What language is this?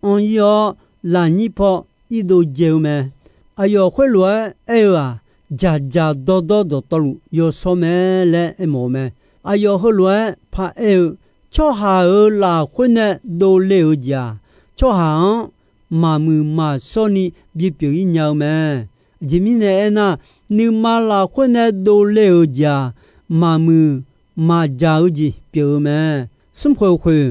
Akha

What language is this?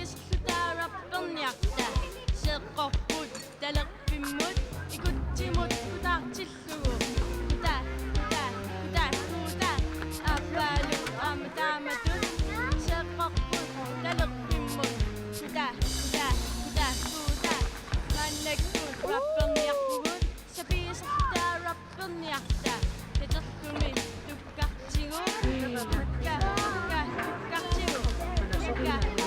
Kalaallisut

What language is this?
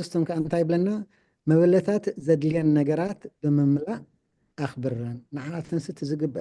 Tigrinya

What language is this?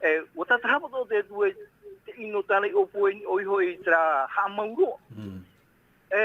Tahitian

